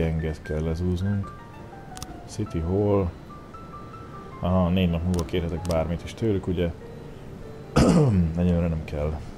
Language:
Hungarian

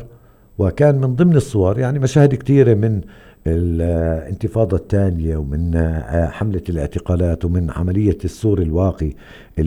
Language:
North Levantine Arabic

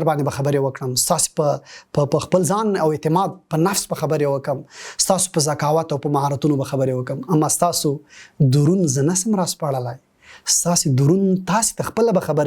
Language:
Pashto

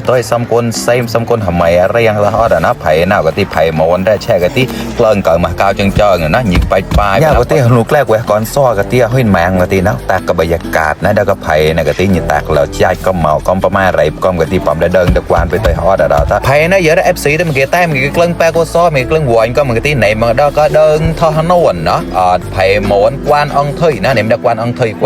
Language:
Mon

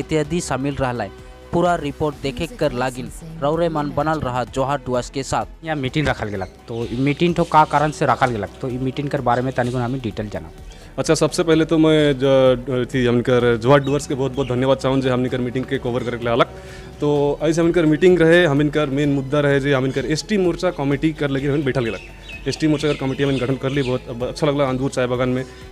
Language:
Sadri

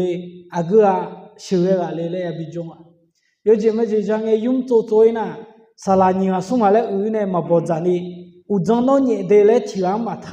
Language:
Akha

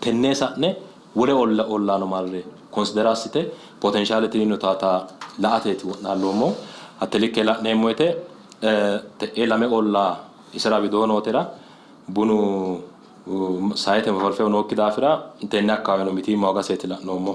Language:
Sidamo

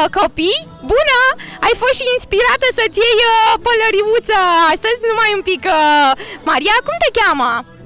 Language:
Romanian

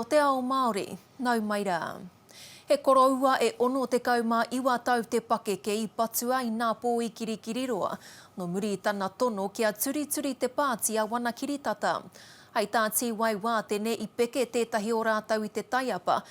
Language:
Māori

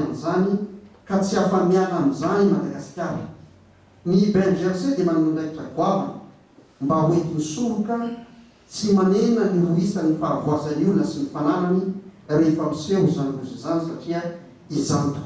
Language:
Malagasy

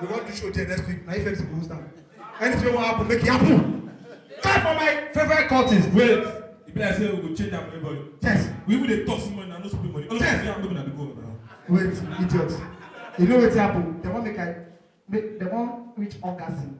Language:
Nigerian Pidgin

